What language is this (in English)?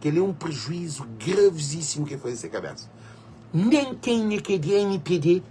Kabuverdianu